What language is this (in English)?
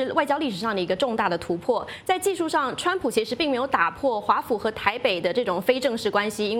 Chinese